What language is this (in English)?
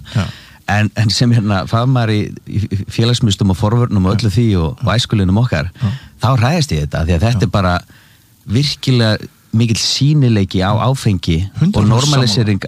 Icelandic